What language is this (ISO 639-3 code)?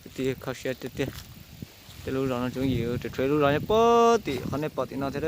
hmn